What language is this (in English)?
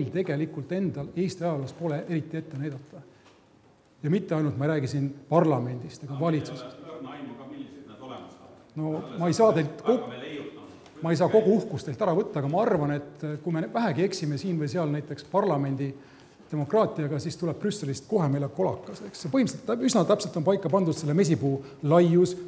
Estonian